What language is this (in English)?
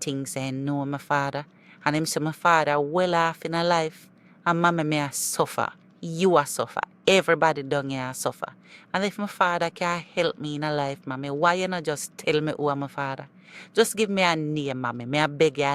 Jamaican Creole English